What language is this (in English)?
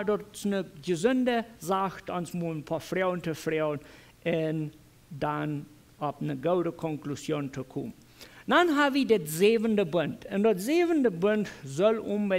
Plautdietsch